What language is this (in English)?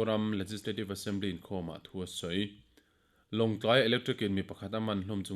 Mizo